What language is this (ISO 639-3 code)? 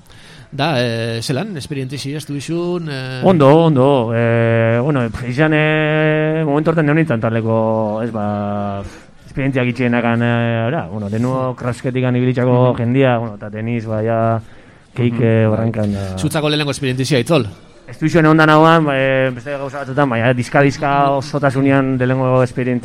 eus